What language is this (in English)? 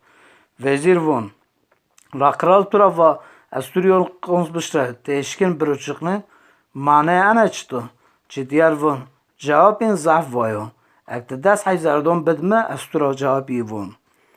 Zaza